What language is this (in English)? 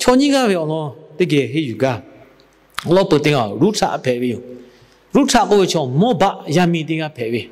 Lahu